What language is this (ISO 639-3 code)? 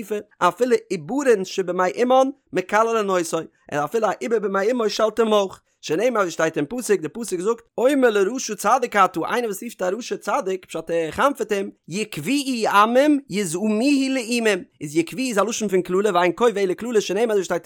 yid